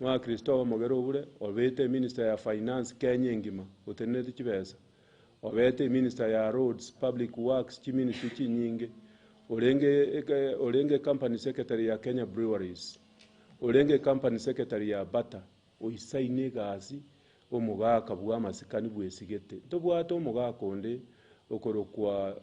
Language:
Gusii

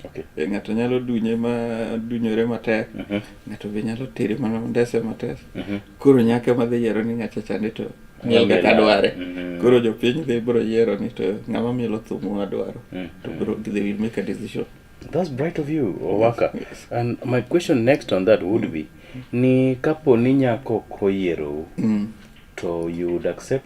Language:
Luo (Kenya and Tanzania)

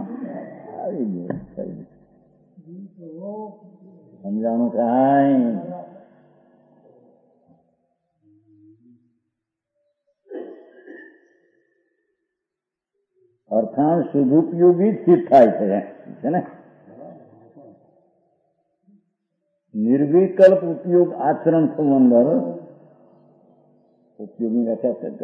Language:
Gujarati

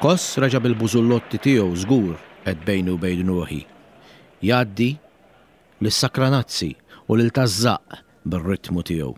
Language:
Maltese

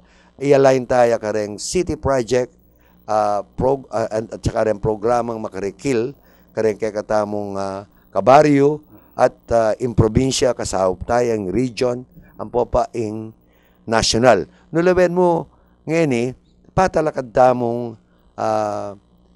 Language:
Pampanga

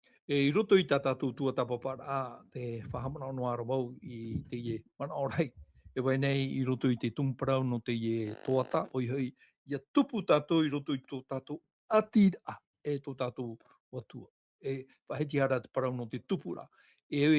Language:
Tahitian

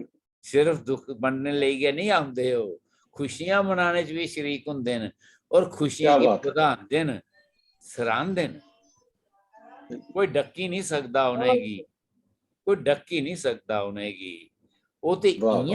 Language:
Dogri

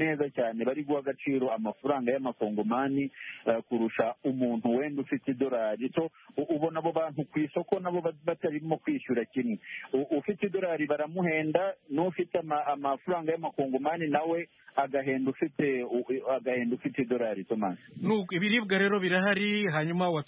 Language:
Kinyarwanda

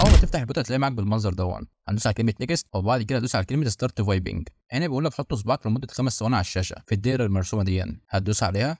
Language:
Egyptian Arabic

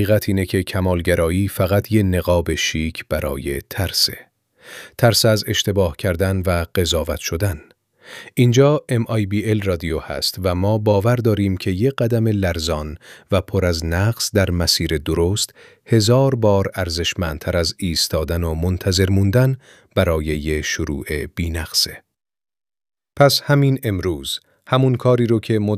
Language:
Persian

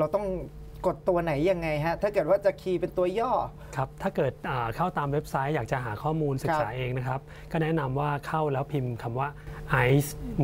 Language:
Thai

